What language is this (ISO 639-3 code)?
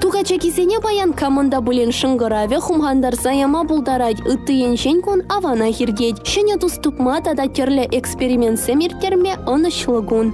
chv